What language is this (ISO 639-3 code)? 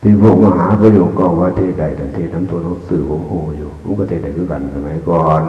tts